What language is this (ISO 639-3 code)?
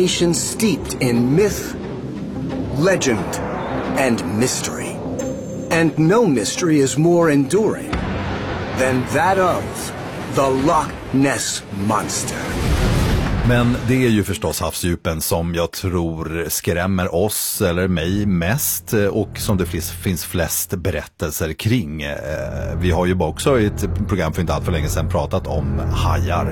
swe